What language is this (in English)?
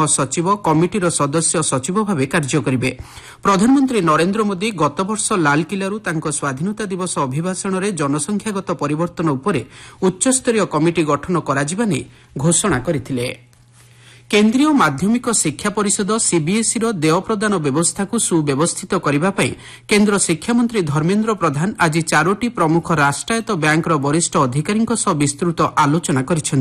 Odia